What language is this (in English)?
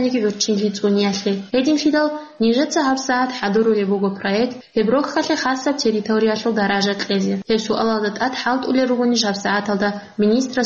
Avaric